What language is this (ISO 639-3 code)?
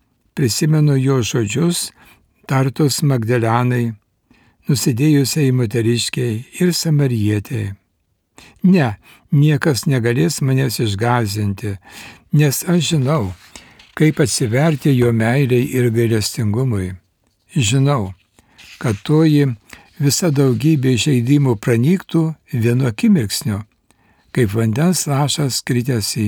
lit